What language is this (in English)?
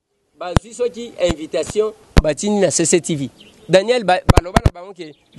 Lingala